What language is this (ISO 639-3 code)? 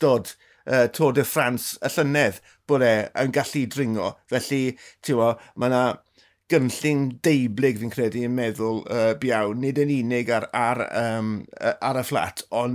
cym